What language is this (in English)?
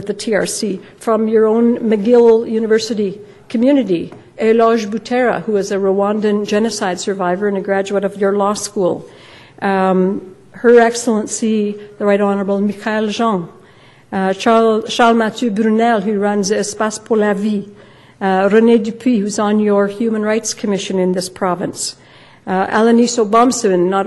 English